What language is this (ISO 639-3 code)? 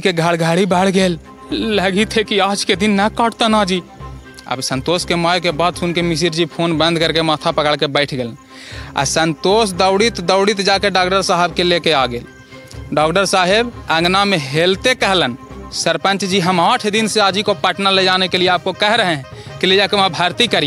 mag